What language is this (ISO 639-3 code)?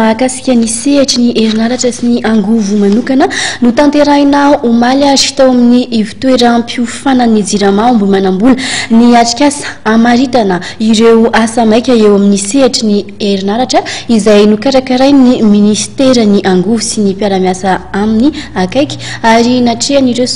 mlg